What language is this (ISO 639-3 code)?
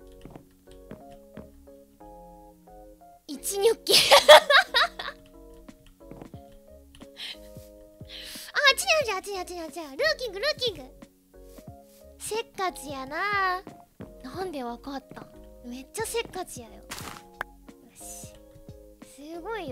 jpn